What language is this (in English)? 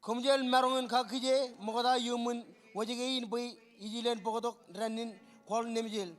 Marshallese